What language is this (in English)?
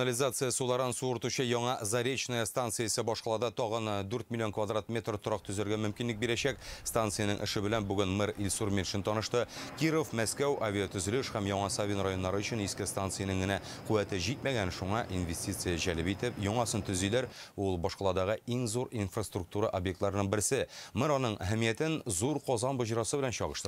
Tatar